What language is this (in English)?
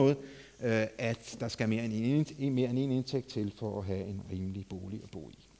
Danish